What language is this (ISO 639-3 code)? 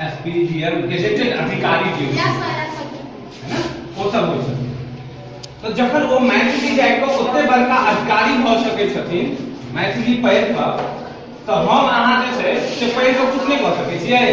mai